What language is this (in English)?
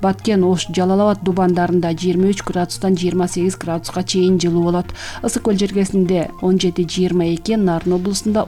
Kyrgyz